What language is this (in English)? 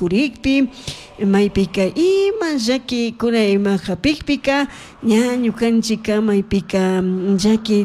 Chimborazo Highland Quichua